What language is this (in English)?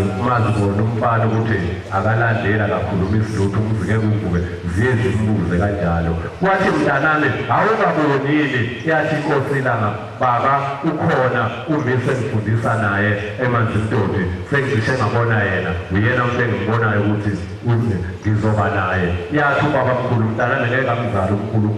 Zulu